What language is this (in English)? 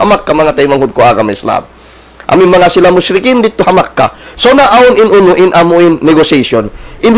Tausug